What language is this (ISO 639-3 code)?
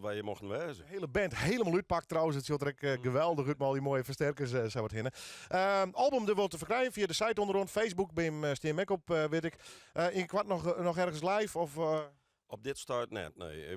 fry